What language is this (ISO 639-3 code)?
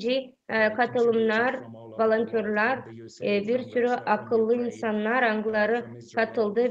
gag